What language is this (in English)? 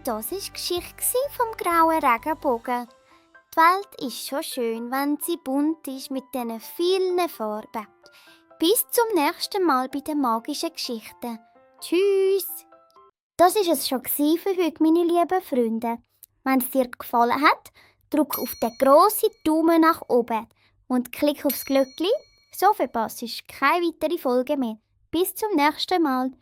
Swiss German